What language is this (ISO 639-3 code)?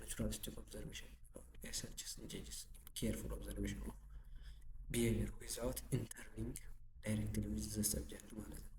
amh